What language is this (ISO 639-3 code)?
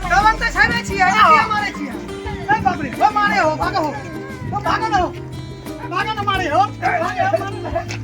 mai